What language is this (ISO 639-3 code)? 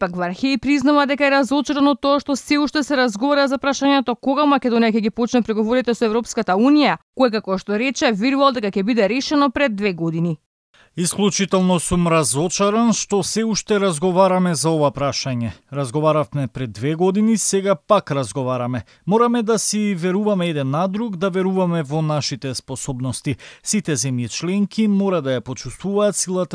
mkd